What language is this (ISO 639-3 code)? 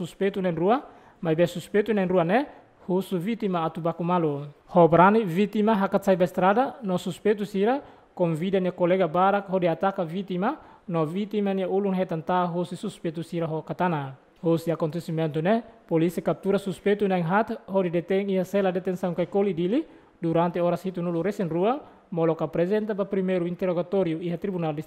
tet